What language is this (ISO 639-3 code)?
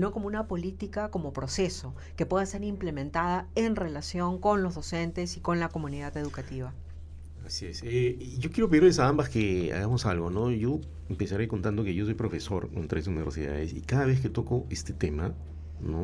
spa